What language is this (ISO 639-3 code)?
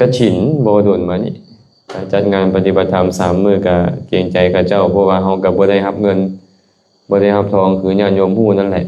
lao